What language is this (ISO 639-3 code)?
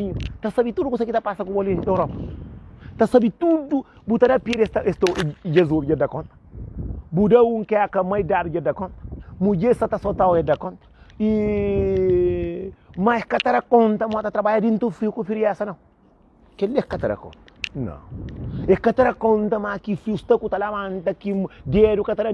kea